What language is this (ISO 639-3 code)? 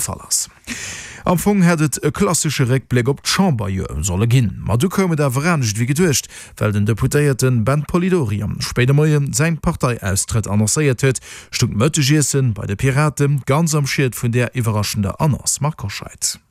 ltz